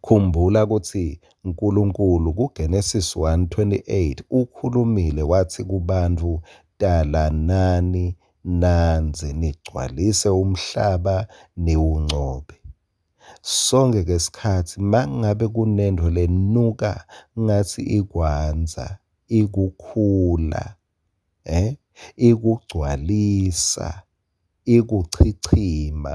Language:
Swati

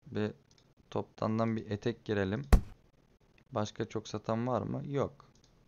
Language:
Turkish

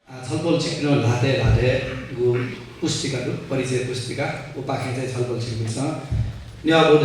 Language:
Newari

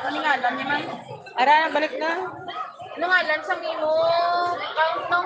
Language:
Hiligaynon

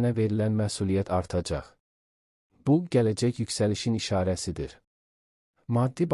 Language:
Azerbaijani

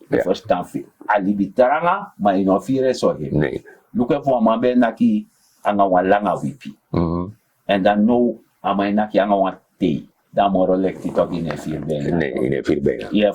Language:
Sranan Tongo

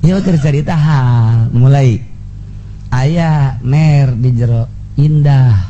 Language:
Sundanese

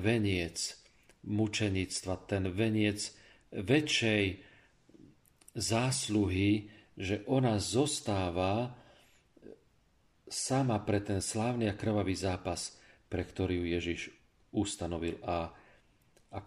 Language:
Slovak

